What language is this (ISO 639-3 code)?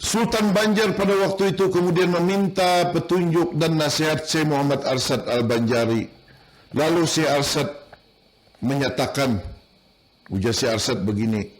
bjn